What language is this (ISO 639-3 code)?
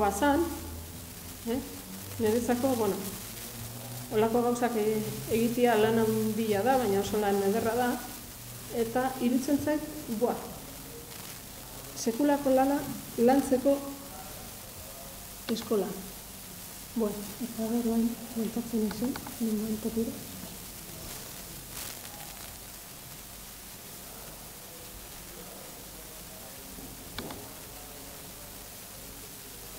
eus